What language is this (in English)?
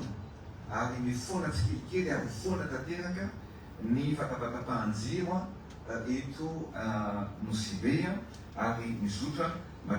Malagasy